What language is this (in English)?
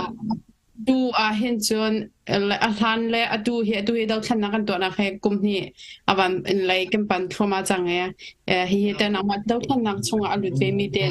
Hakha Chin